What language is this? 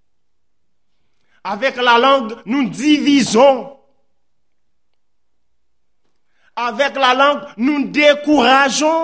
French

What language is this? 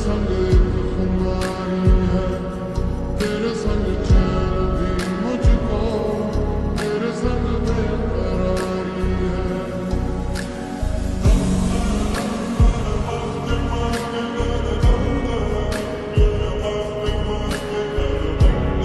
Hindi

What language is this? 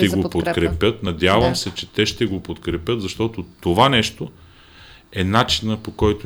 Bulgarian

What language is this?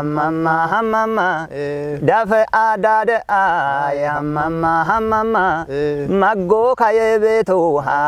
Kafa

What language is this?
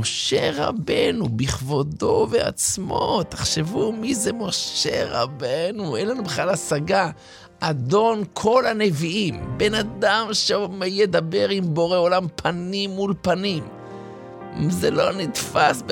Hebrew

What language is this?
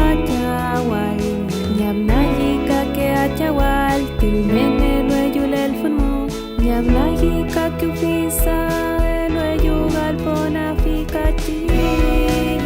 Mapuche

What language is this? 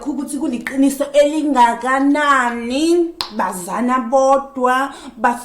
Zulu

